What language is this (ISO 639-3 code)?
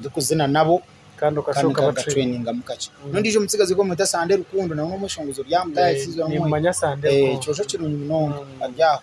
nyn